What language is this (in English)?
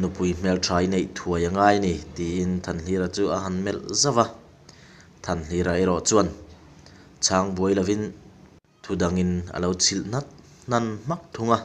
Mizo